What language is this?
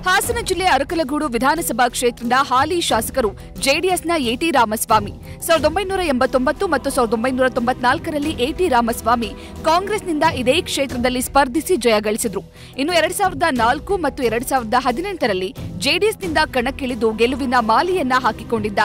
Kannada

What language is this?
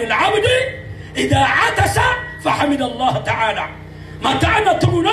Maranao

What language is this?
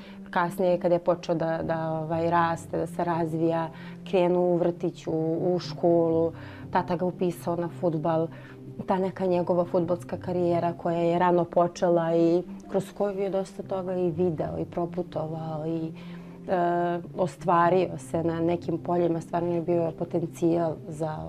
Serbian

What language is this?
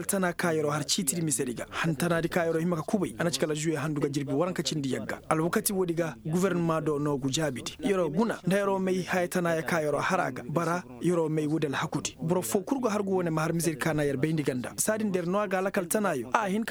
Koyraboro Senni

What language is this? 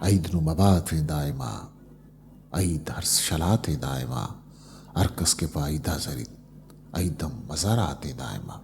Eastern Balochi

